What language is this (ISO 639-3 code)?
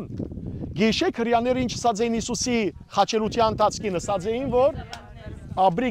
hyw